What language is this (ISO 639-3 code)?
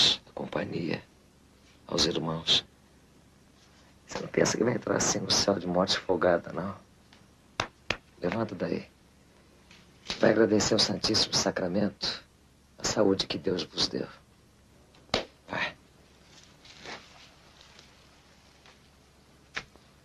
por